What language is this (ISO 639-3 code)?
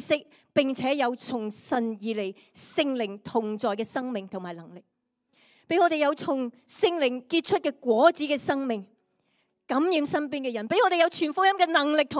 yue